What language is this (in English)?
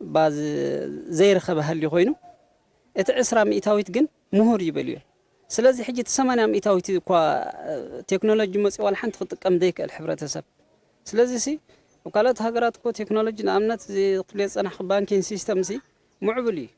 Tigrinya